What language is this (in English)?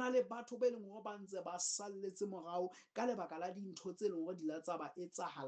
Southern Sotho